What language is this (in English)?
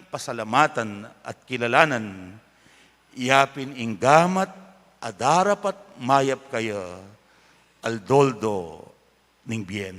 Pampanga